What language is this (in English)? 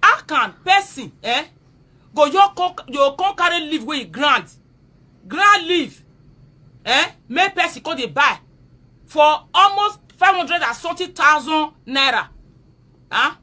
Nigerian Pidgin